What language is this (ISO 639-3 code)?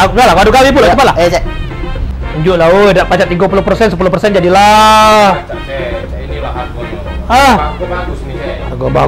mui